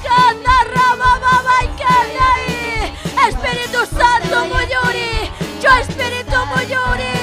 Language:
Ayacucho Quechua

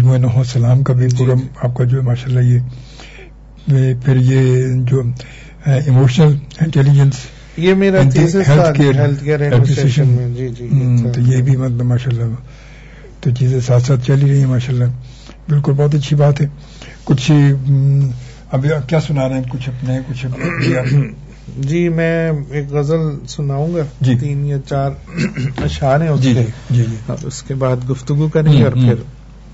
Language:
Urdu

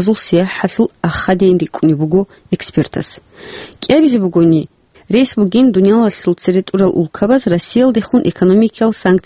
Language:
Avaric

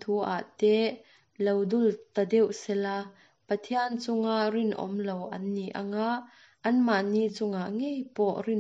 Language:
Mizo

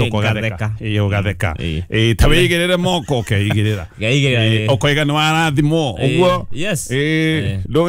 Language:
Kikuyu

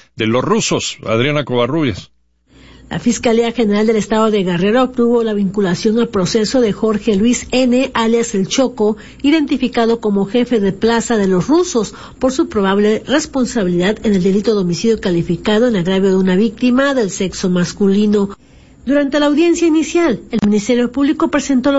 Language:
Spanish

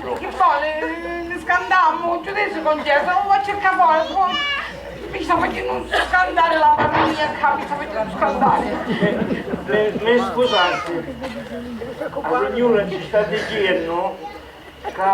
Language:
Sicilian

